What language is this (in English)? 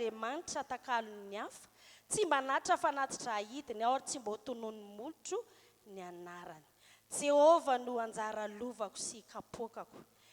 Malagasy